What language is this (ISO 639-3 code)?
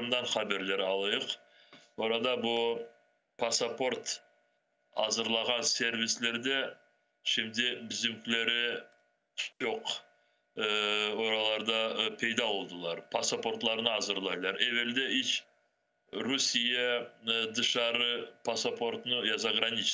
crh